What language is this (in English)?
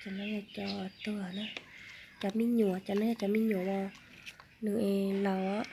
Hmong